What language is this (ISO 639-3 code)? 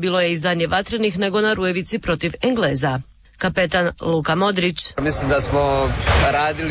hrv